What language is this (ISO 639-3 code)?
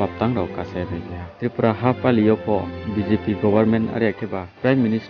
ria